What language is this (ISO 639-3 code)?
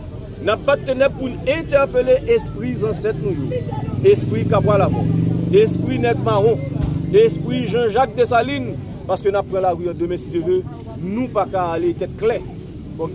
hat